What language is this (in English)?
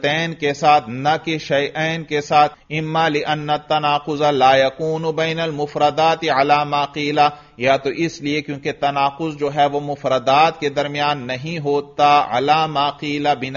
Urdu